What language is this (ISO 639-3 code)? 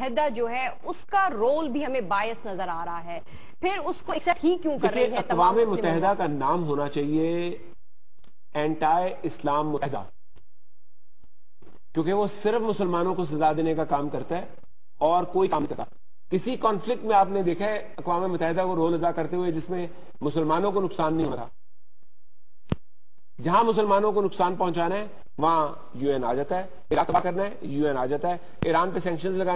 urd